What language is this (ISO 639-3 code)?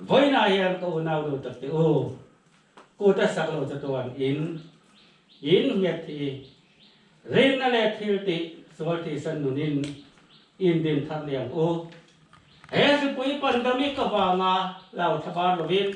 lus